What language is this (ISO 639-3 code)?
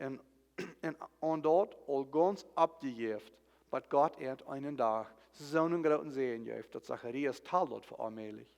pdt